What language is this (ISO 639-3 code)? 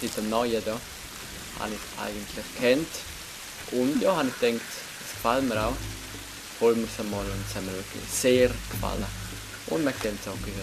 gsw